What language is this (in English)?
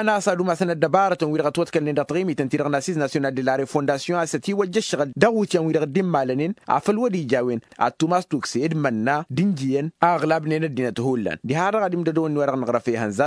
Tamasheq